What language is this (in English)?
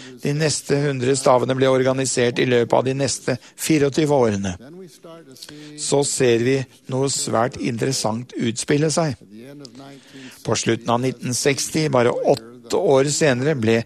Norwegian